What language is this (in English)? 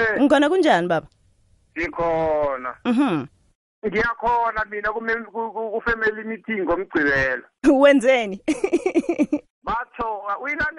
South Ndebele